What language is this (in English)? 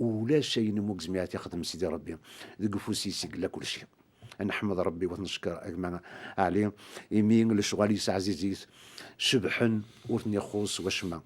Kabyle